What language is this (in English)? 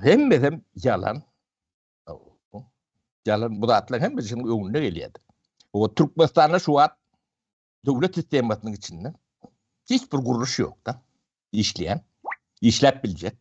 Turkmen